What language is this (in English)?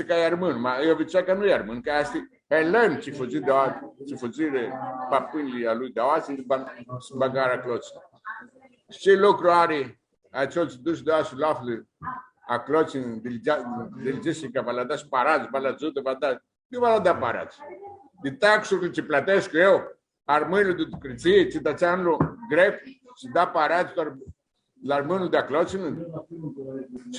Aromanian